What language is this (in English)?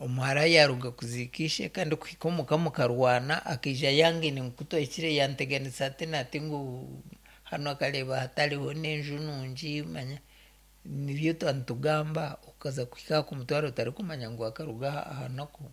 Nyankole